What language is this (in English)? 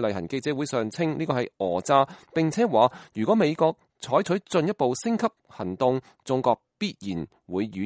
Cantonese